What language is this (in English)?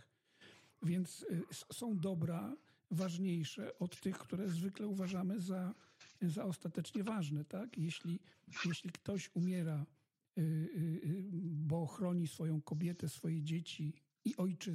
Polish